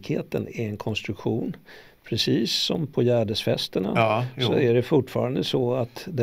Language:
Swedish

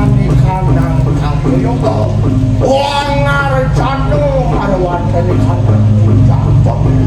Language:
Balinese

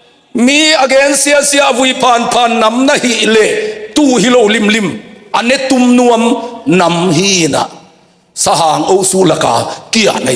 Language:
Tedim Chin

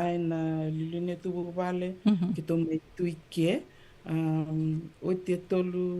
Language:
Fijian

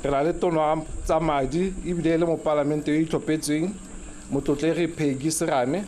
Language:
Tswana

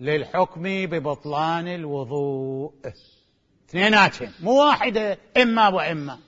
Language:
Mesopotamian Arabic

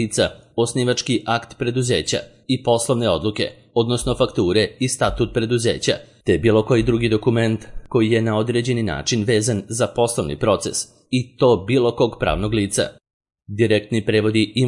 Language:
Serbian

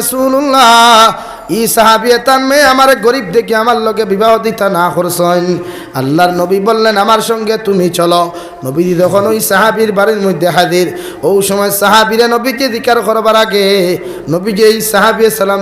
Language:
Sylheti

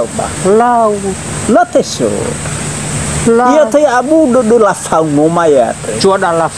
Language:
Nias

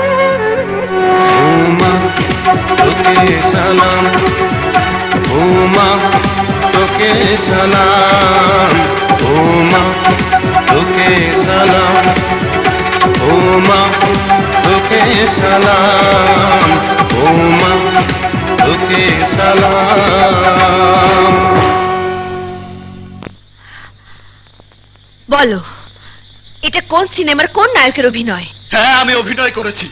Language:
Bangla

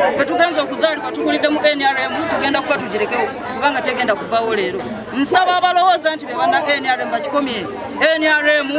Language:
Ganda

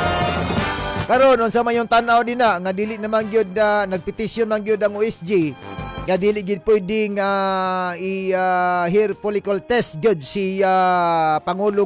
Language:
Cebuano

